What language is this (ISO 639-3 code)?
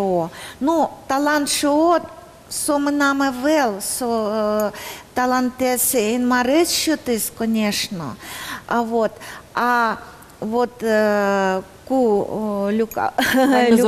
udm